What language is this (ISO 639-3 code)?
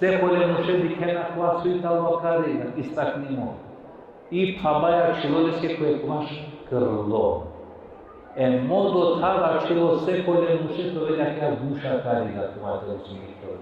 rmn